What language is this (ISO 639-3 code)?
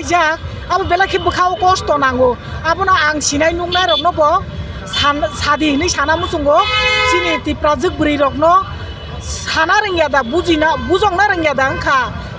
trp